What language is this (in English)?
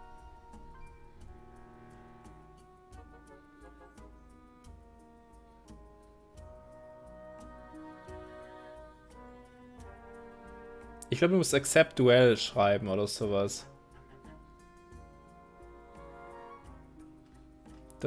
German